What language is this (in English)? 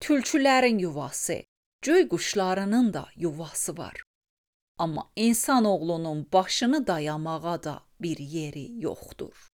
Azerbaijani